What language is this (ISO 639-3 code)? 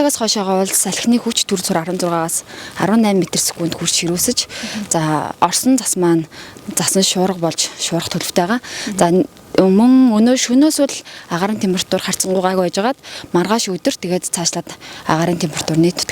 mon